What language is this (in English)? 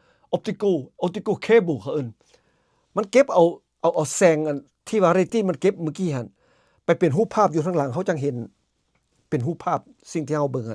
Lao